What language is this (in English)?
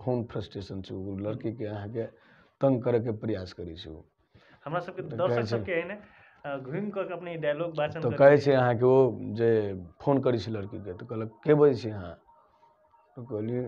Maithili